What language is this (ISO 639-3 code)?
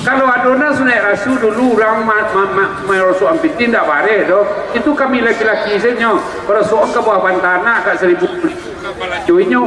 min